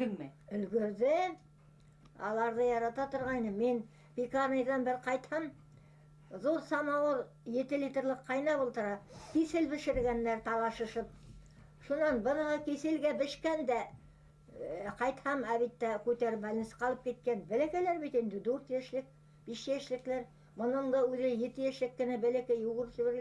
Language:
Bashkir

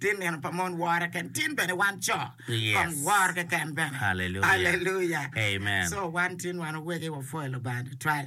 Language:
Acoli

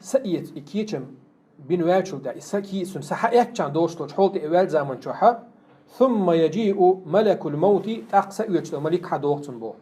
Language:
Chechen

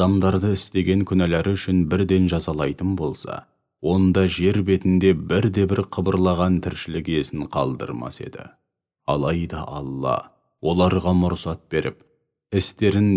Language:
Kazakh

